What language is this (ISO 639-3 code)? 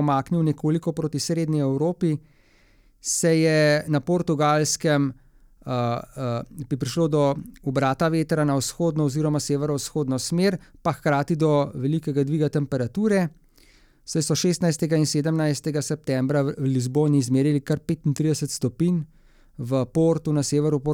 slv